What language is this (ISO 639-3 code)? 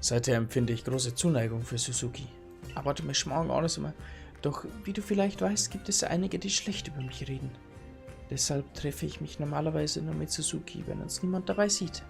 bar